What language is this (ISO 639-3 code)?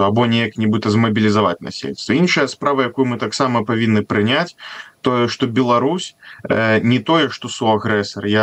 bel